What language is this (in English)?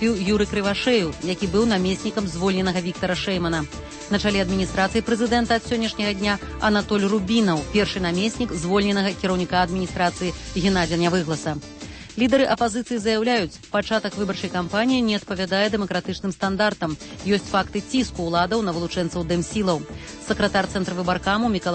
Belarusian